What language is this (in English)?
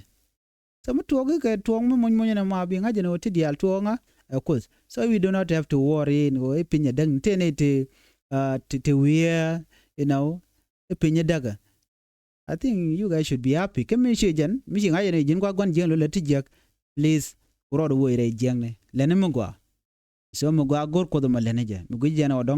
Nuer